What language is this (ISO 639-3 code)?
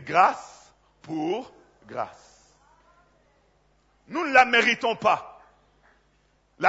fra